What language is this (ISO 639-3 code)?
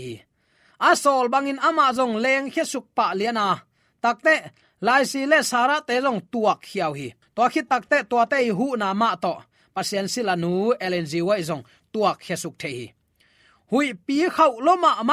ctd